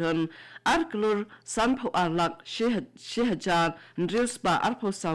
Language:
Khasi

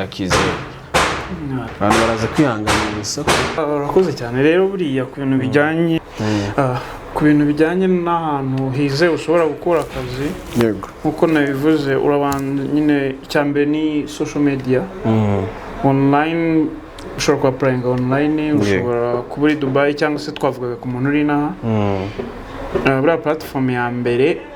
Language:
Kinyarwanda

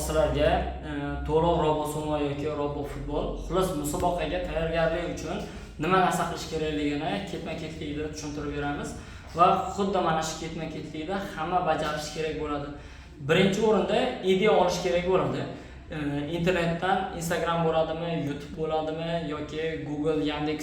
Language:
Uzbek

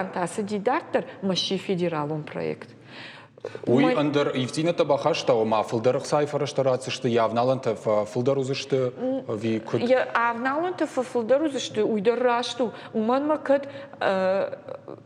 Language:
Ossetic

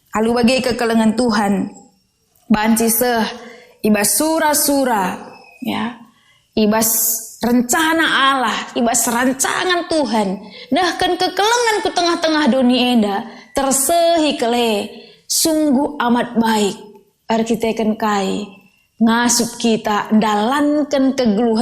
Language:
Batak Karo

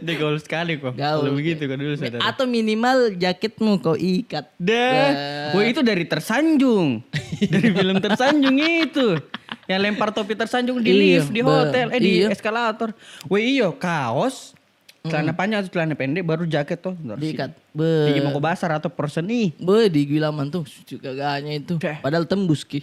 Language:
Makassar Malay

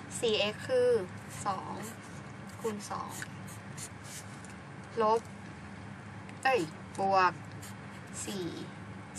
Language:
Thai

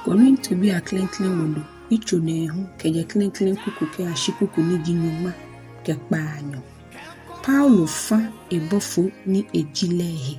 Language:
Ga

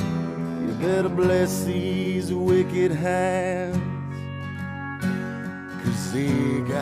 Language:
English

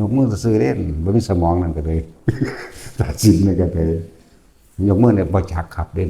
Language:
Northeastern Thai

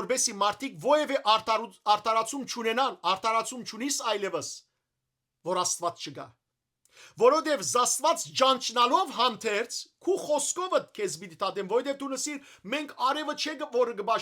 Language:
Western Armenian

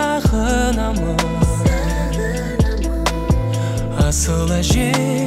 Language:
Kazakh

